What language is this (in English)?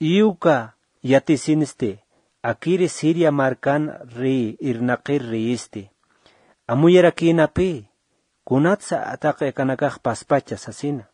Aymara